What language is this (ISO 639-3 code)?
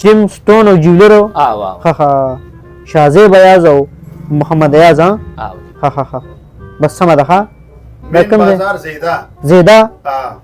pus